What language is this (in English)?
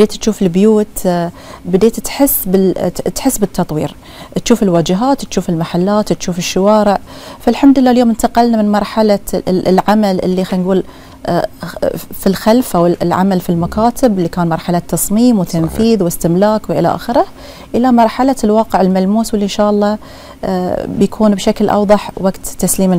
Gulf Arabic